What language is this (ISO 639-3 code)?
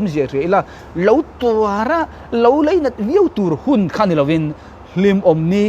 lus